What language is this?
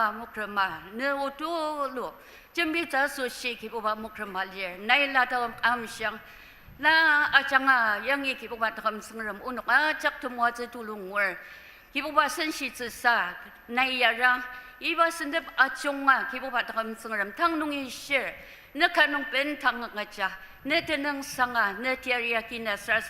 Ao Naga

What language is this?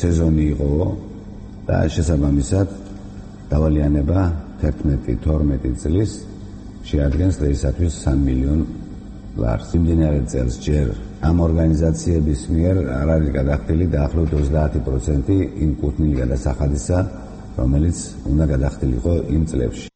Georgian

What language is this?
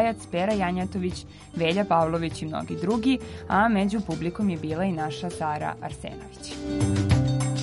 Serbian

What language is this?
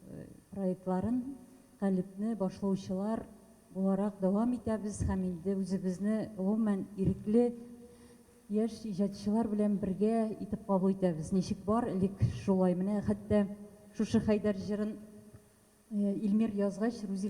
Tatar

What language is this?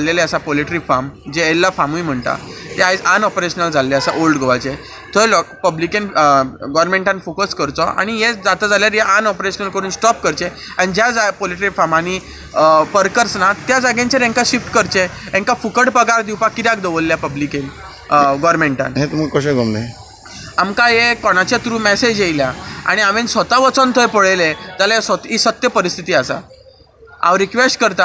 Konkani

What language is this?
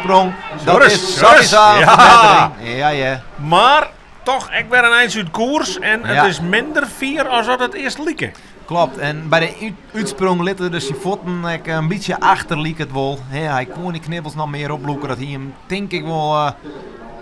Western Frisian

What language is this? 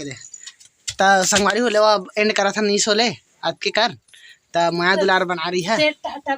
Chhattisgarhi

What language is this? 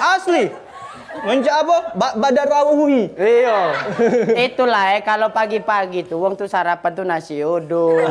Musi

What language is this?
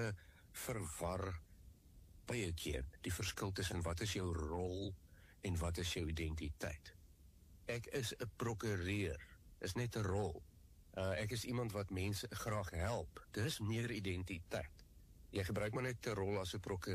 Afrikaans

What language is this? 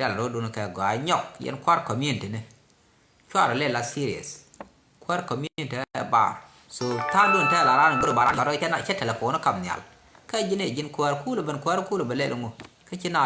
Nuer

